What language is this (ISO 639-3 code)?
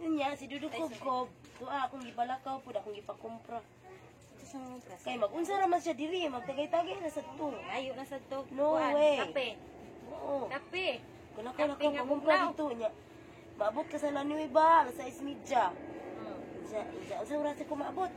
ceb